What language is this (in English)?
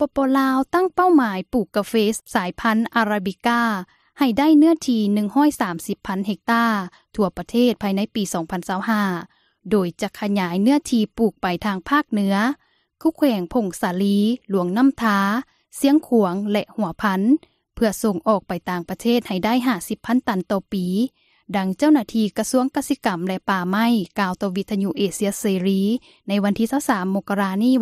Lao